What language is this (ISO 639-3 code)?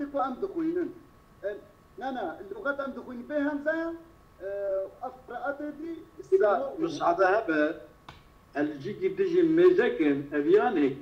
kur